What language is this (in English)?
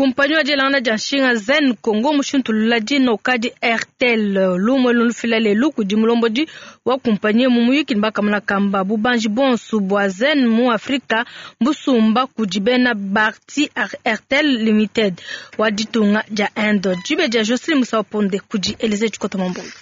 Luba-Lulua